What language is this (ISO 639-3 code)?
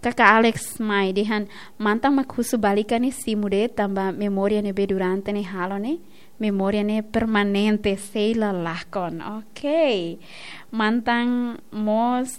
tet